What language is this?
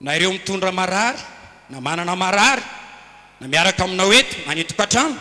Malagasy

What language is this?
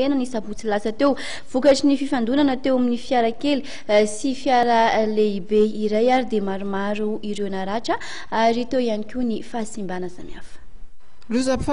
Malagasy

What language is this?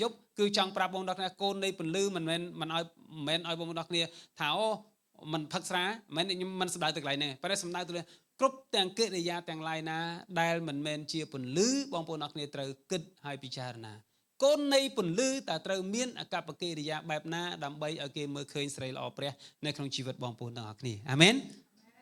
Khmer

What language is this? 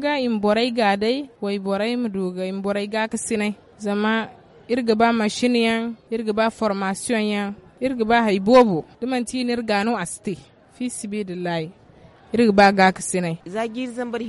Zarma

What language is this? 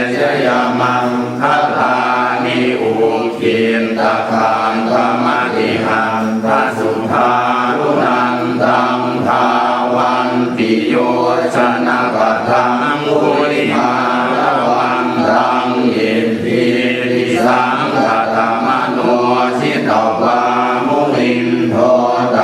Pali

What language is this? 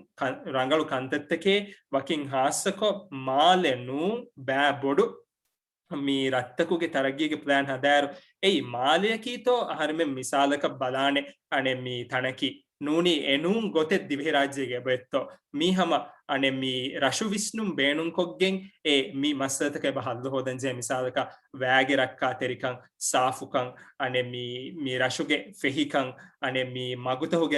Divehi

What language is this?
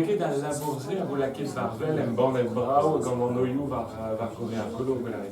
Breton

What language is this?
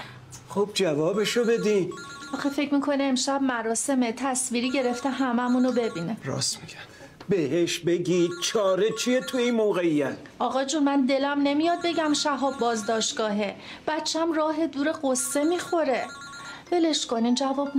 Persian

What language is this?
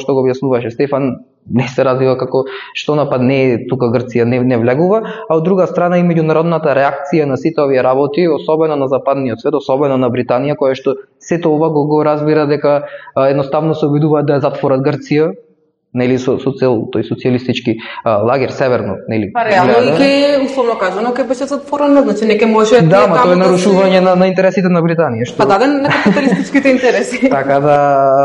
Macedonian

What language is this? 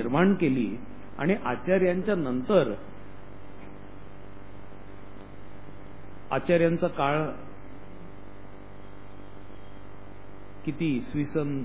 Marathi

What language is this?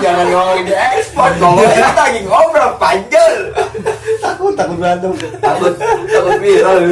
Betawi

